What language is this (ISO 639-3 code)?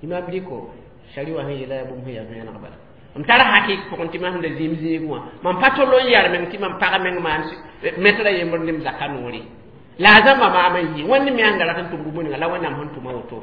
mos